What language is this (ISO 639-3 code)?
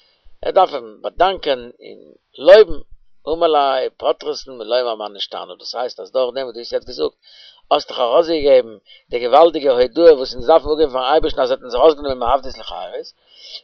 yid